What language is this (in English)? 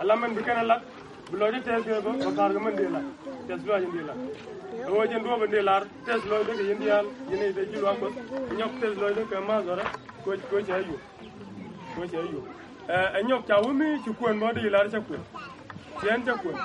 Nuer